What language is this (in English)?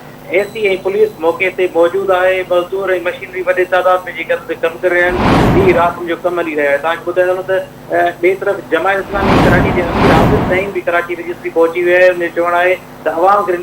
Sindhi